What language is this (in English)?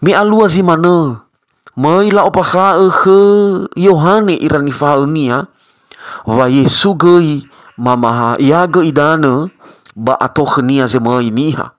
Nias